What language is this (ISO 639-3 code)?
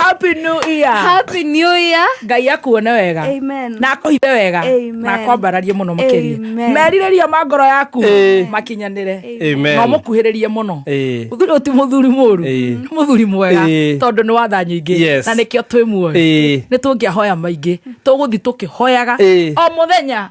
kik